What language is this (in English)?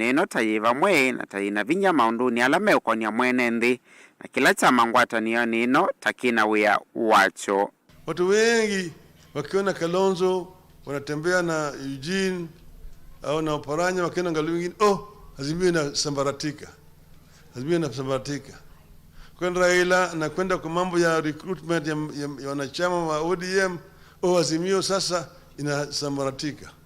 Kamba